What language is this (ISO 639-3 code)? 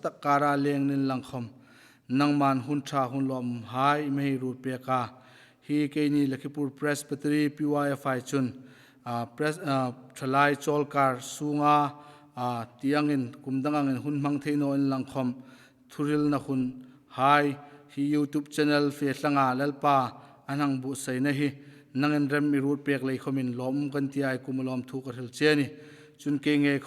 hmr